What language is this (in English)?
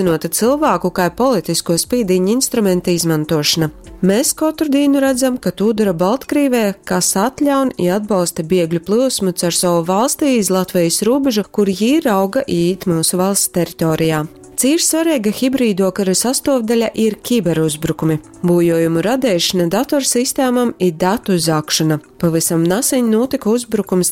Latgalian